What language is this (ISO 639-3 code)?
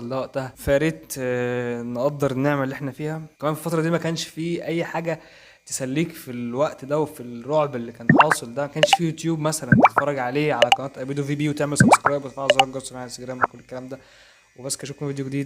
arz